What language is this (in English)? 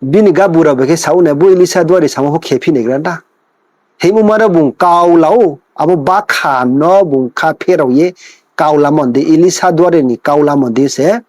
Riang (India)